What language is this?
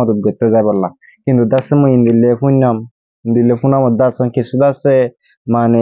Rohingya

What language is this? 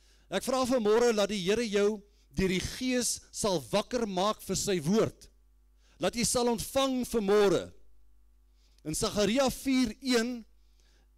Afrikaans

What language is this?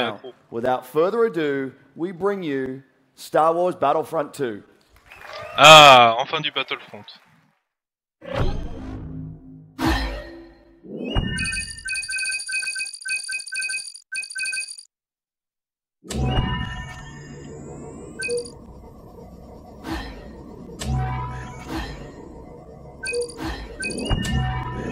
English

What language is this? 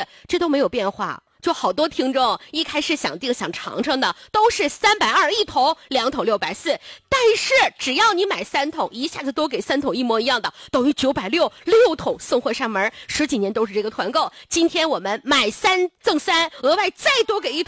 Chinese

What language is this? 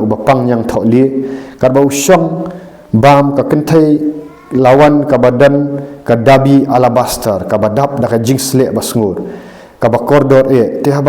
Khasi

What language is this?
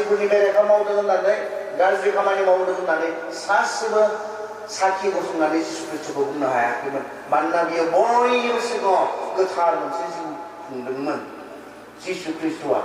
Bodo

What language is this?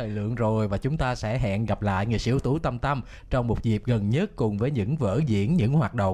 Vietnamese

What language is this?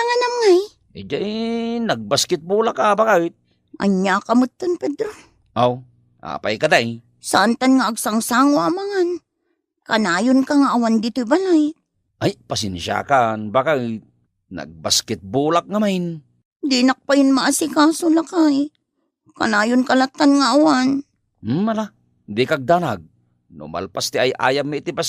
Iloko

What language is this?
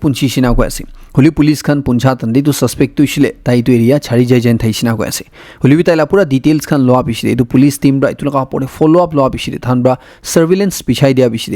Naga Pidgin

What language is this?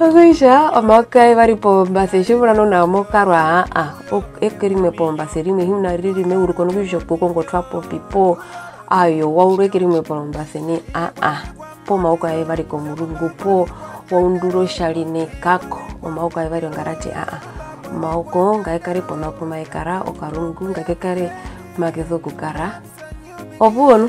Herero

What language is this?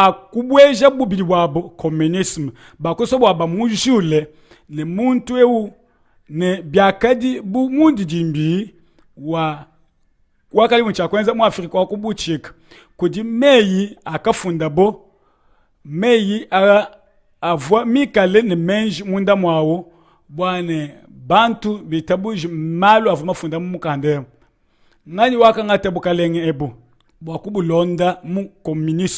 Luba-Lulua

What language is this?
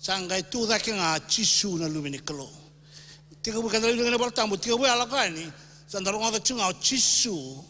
Fijian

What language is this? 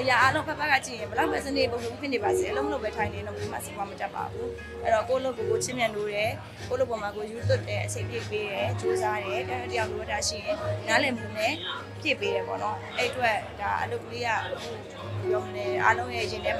Burmese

